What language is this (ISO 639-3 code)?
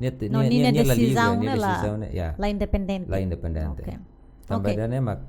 tet